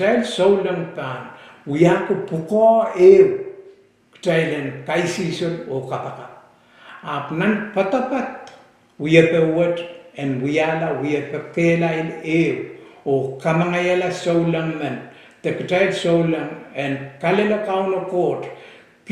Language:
Pohnpeian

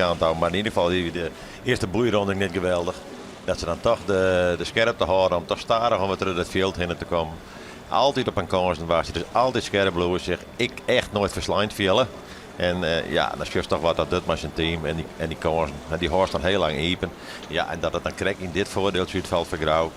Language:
Western Frisian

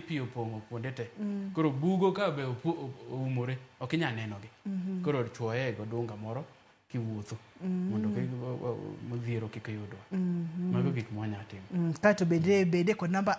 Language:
Luo (Kenya and Tanzania)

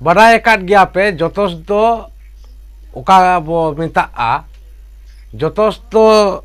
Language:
Santali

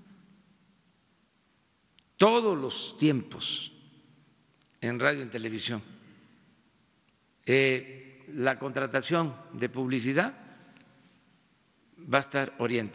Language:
Spanish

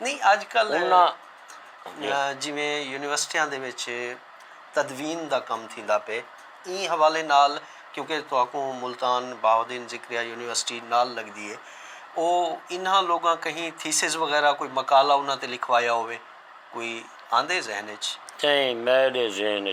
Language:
Saraiki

